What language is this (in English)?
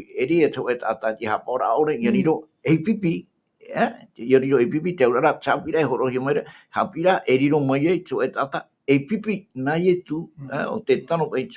Tahitian